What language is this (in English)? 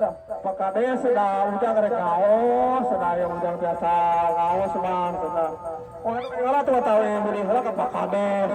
Sundanese